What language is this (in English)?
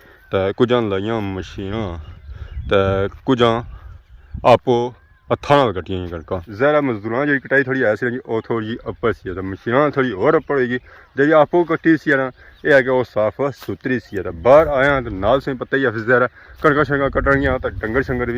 Pahari-Potwari